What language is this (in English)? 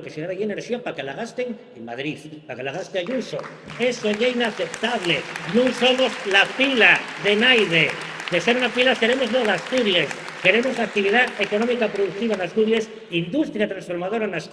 Asturian